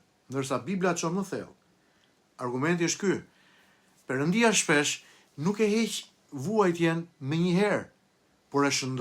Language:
Albanian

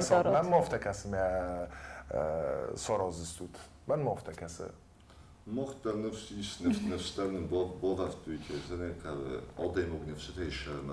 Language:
Ossetic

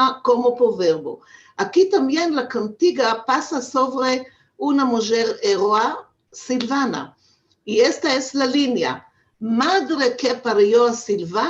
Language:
Ladino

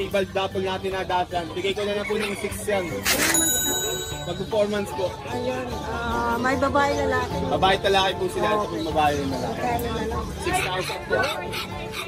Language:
Filipino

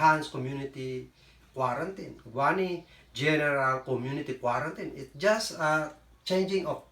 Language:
Kankanaey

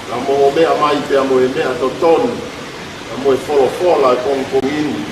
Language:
Tongan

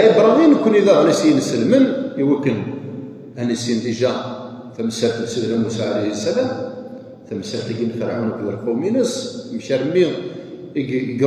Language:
Kabyle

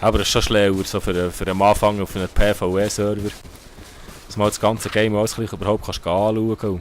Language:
Swiss German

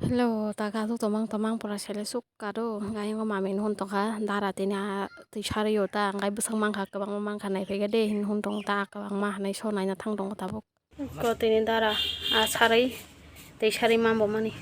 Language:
Kok Borok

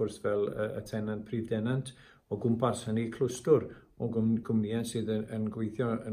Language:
Welsh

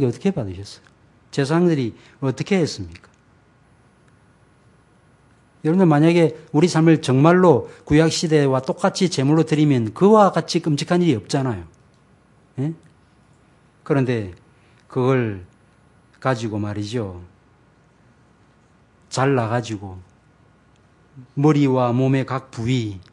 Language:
Korean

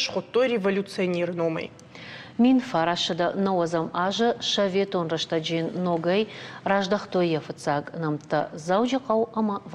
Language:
Ossetic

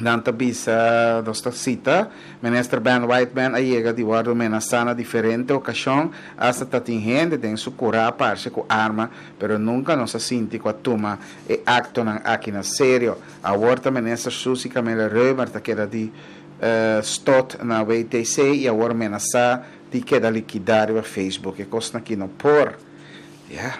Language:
Papiamento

